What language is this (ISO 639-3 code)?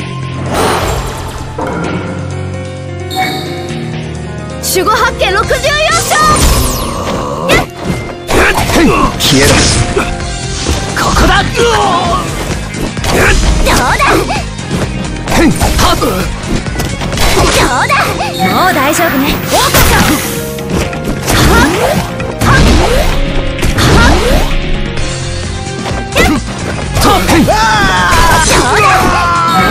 jpn